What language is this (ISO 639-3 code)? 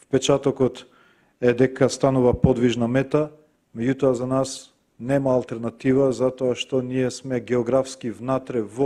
mkd